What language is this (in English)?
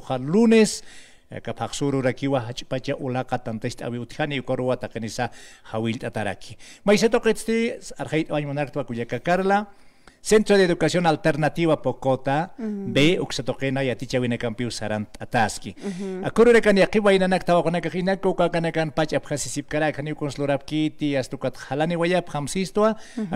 Aymara